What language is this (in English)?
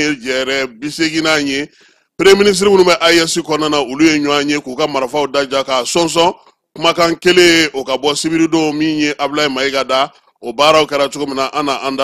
Bambara